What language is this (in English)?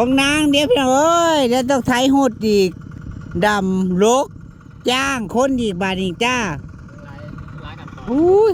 Northeastern Thai